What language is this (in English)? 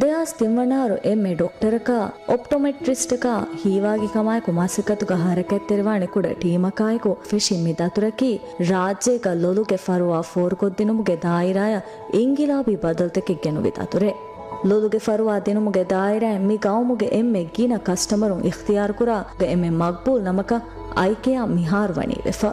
Divehi